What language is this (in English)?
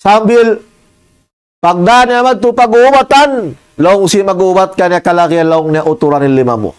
Tausug